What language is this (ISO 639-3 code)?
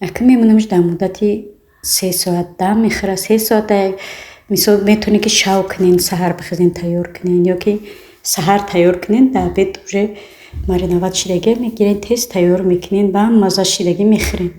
tgk